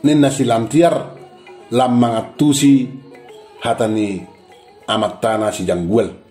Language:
Batak Toba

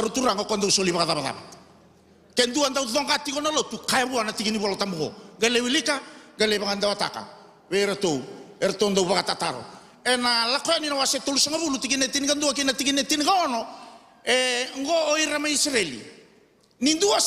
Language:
Fijian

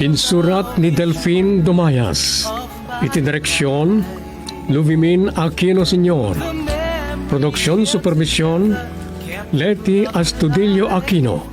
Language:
Iloko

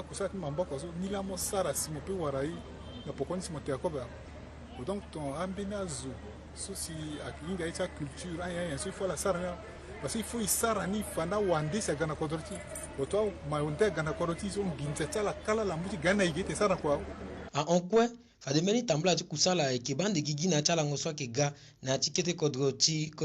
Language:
Sango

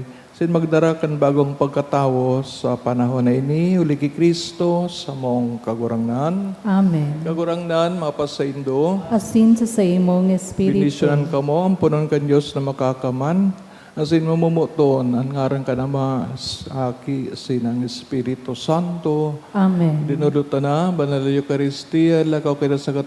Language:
Bikol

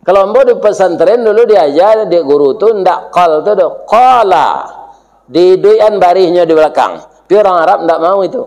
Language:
Minangkabau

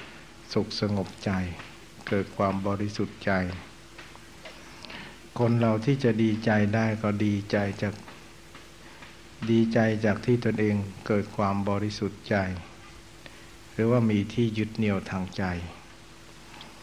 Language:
Thai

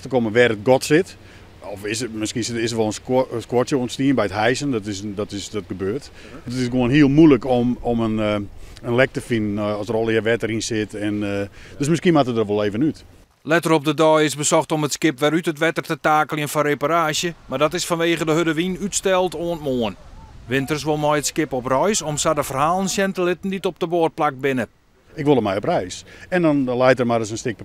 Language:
Western Frisian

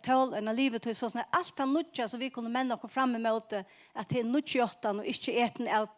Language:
Faroese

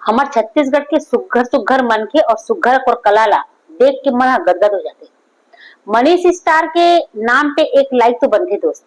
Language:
Chhattisgarhi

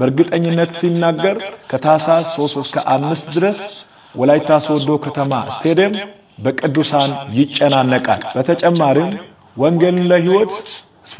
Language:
Amharic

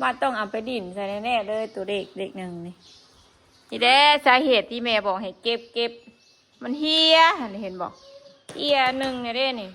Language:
Northeastern Thai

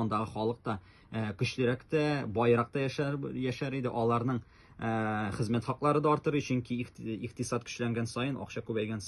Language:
Tatar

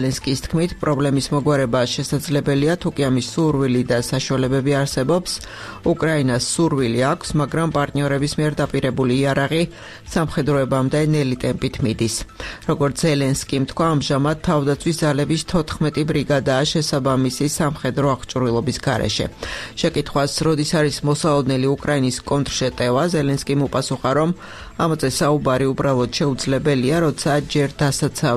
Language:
Georgian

